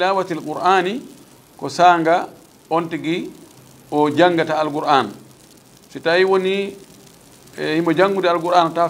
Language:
Fula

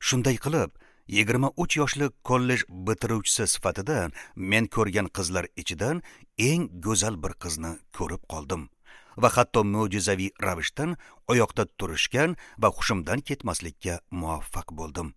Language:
Uzbek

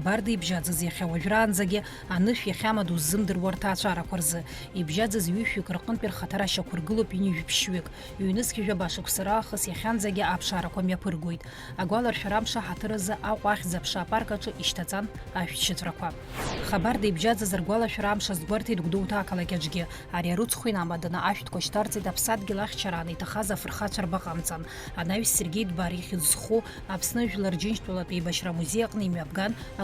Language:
Abkhazian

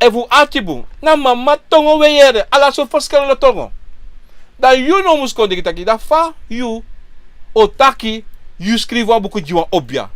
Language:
Sranan Tongo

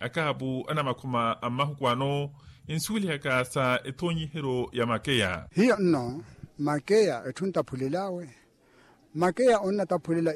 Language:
Makhuwa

